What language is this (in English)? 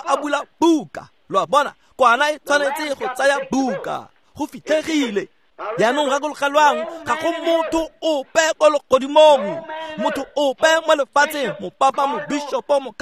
Tswana